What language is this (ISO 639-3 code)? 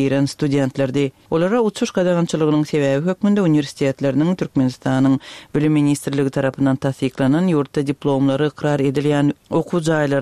tuk